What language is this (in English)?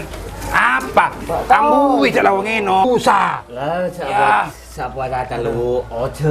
Madurese